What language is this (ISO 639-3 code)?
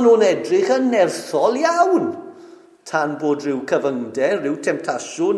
cym